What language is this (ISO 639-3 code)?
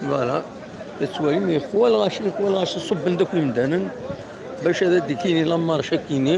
kab